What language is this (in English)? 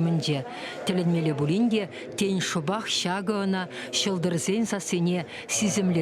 Chuvash